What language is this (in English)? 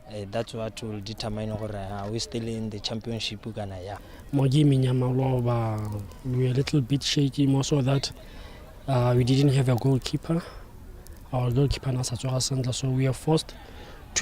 Tswana